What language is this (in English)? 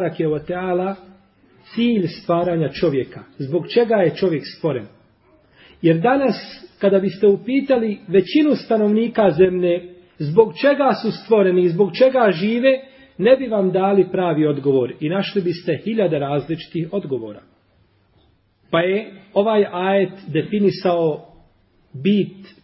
Bosnian